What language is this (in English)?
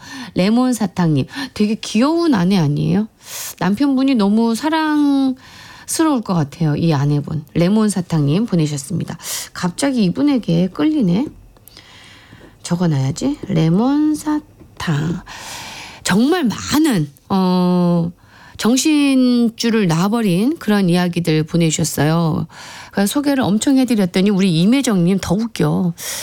Korean